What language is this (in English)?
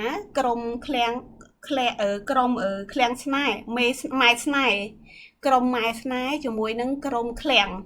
Khmer